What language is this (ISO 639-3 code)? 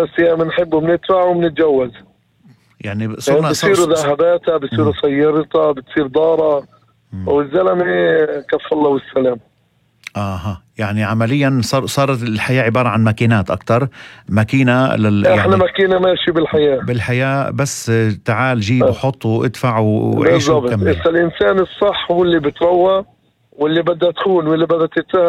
apc